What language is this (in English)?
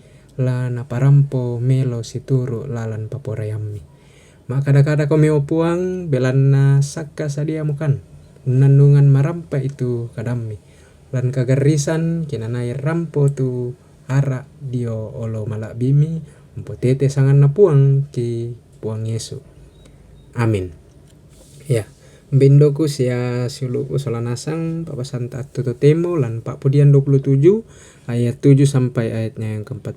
Toraja-Sa'dan